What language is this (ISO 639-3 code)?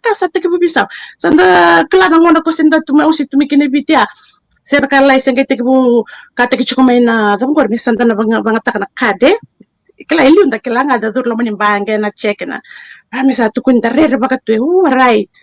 fij